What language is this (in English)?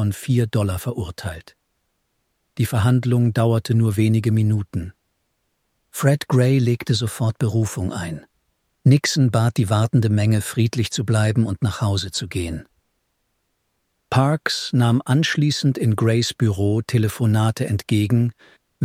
German